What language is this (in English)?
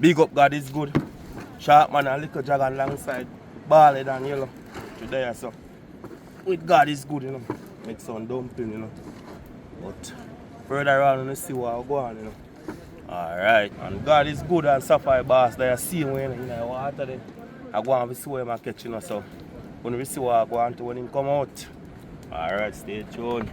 Jamaican Creole English